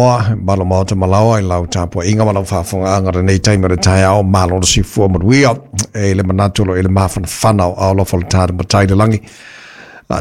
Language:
Samoan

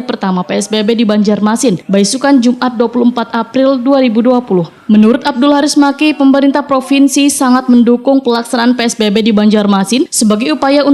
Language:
Banjar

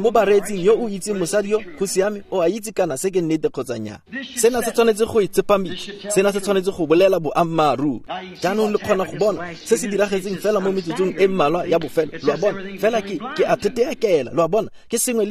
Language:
Tswana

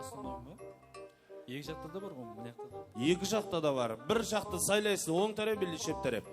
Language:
Kara-Kalpak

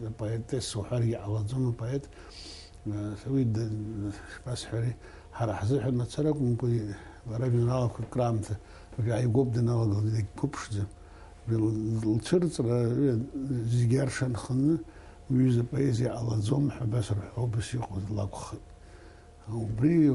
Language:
Abkhazian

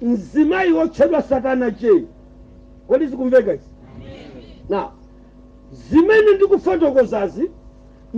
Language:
Nyanja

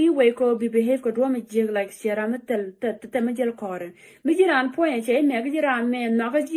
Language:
Nuer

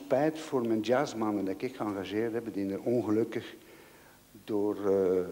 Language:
Dutch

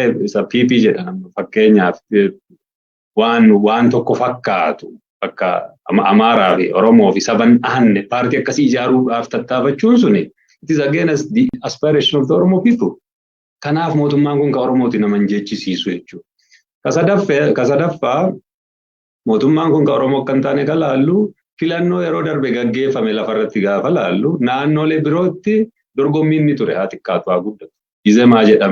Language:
Oromo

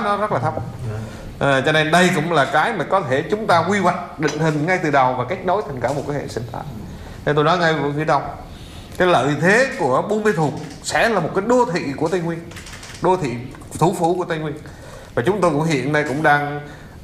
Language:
Vietnamese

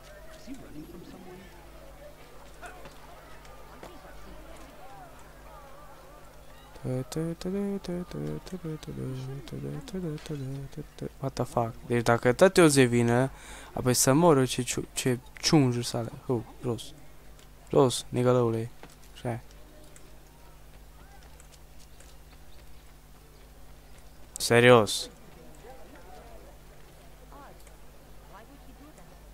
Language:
Romanian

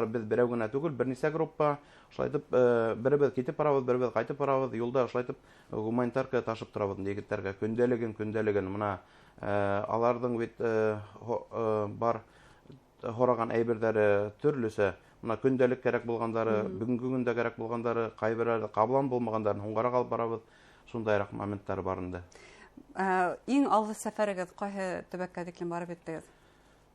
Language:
Bashkir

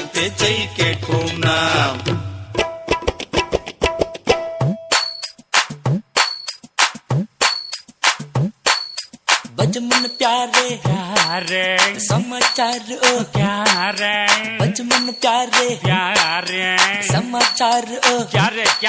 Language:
Tamil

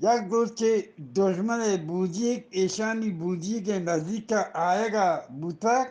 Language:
Eastern Balochi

